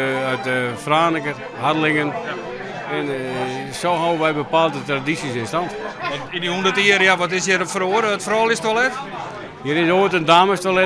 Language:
Western Frisian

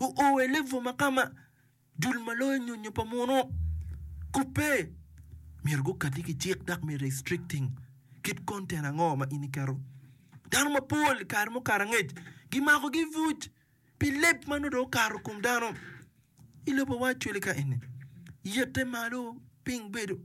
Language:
Acoli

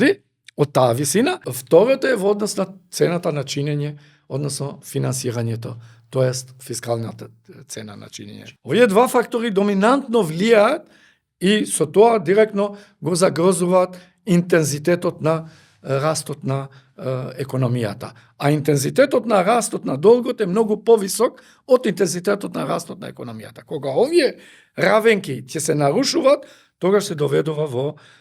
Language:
Macedonian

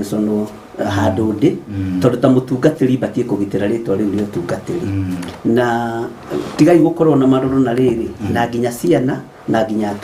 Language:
Kikuyu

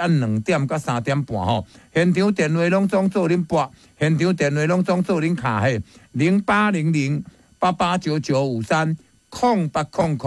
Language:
Min Nan Chinese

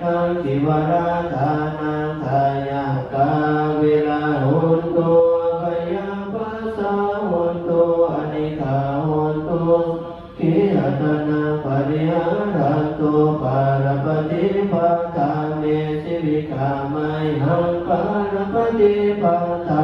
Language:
Pali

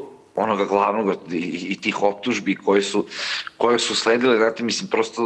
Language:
Serbian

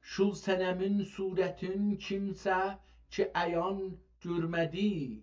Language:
South Azerbaijani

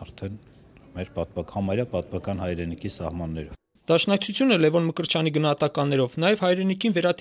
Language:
Armenian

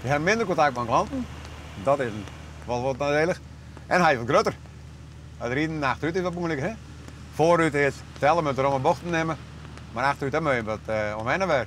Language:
Western Frisian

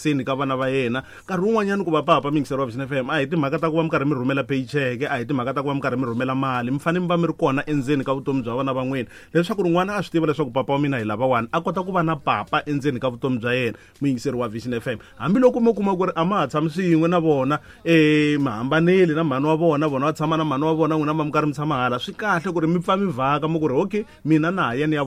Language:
Tsonga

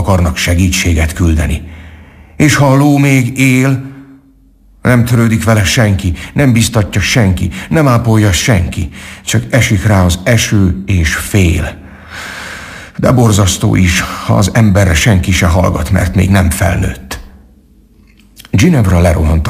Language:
Hungarian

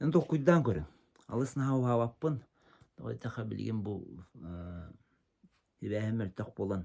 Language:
Yakut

